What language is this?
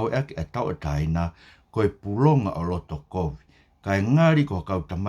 Tongan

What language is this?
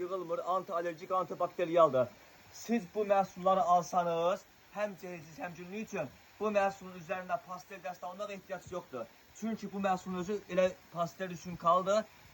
Azerbaijani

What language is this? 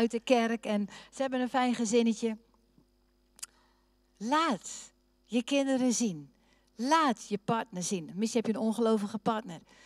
Dutch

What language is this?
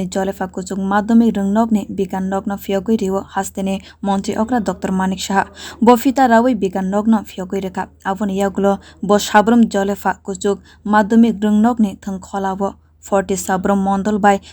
Kok Borok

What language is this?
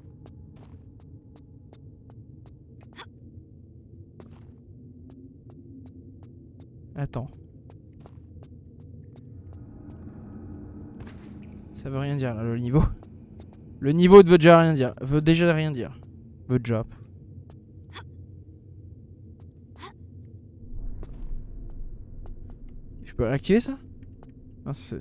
French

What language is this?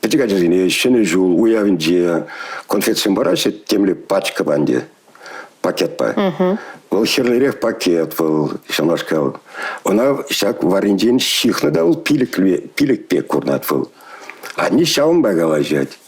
Chuvash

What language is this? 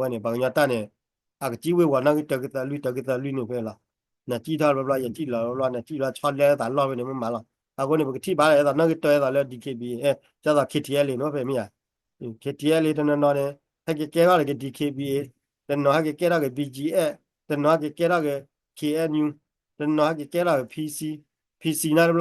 S'gaw Karen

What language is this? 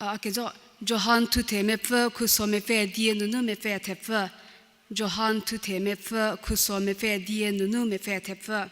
Angami Naga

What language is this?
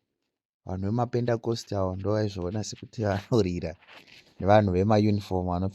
Shona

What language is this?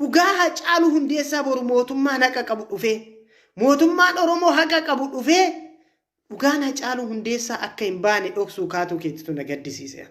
Oromo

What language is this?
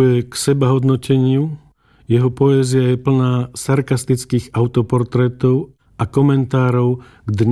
Slovak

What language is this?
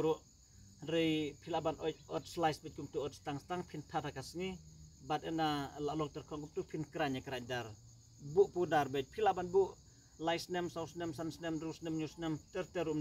Khasi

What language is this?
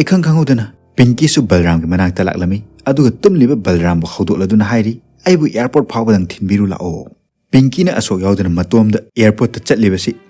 Manipuri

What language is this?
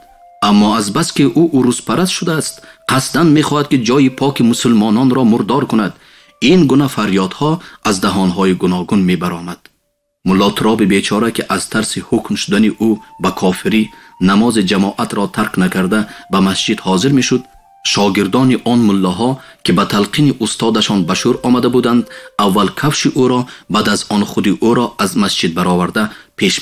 Tajik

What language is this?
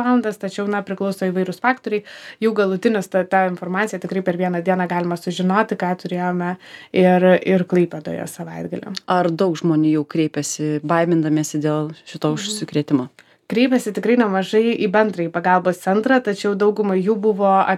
Lithuanian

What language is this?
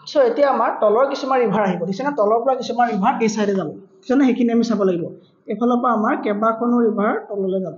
Assamese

